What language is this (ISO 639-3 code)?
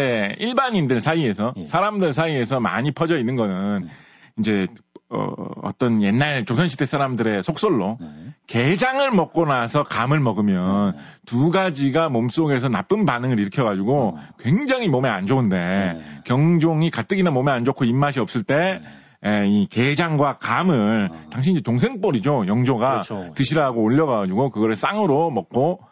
kor